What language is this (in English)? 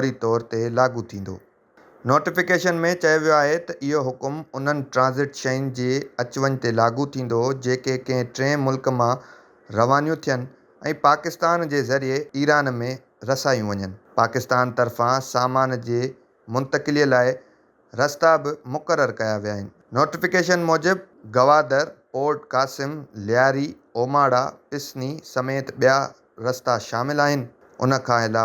Sindhi